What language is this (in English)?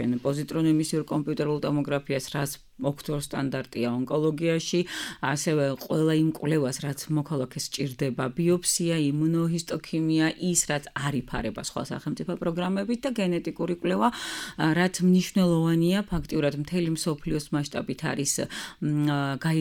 Georgian